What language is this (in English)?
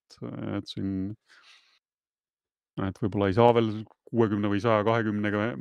Estonian